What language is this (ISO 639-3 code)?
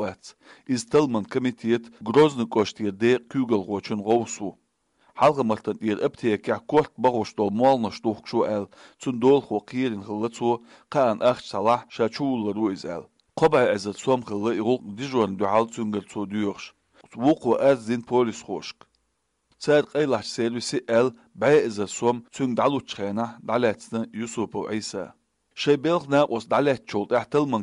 che